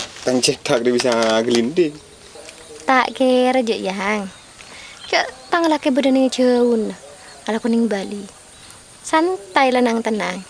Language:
Madurese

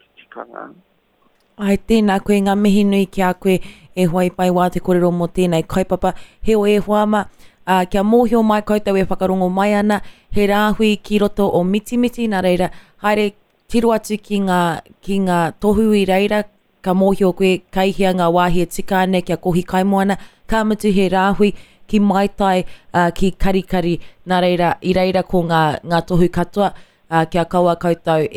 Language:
Māori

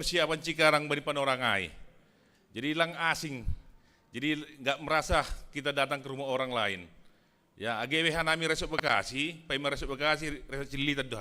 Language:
Batak Simalungun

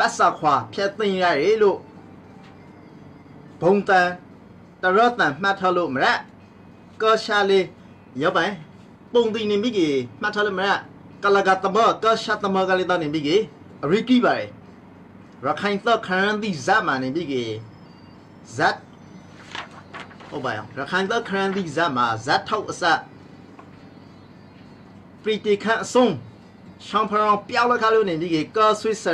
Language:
Burmese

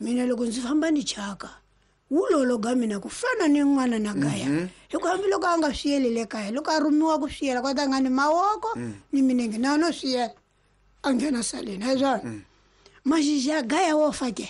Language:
Tsonga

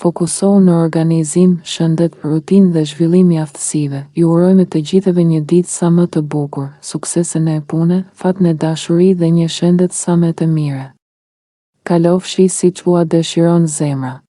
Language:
Albanian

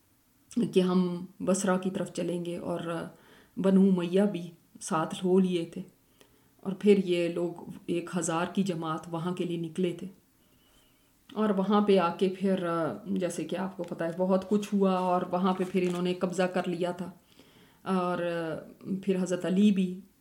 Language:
Urdu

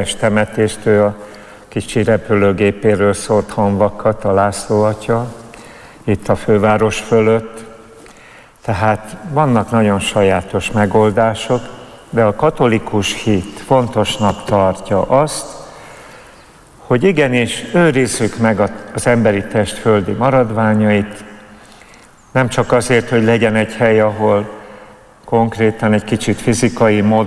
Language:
Hungarian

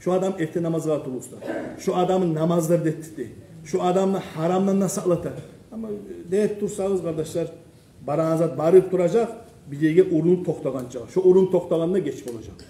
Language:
Kumyk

